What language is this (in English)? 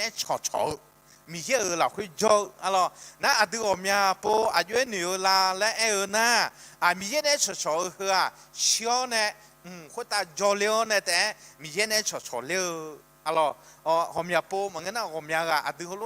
Akha